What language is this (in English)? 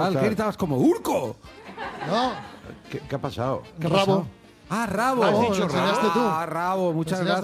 Spanish